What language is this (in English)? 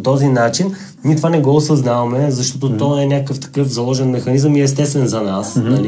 Bulgarian